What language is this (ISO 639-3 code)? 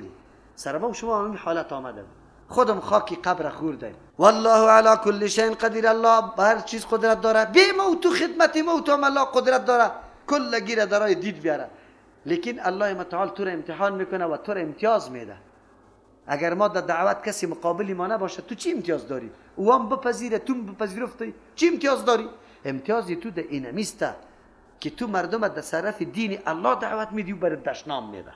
fas